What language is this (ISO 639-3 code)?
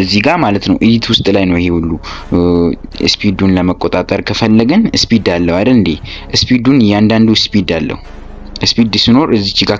amh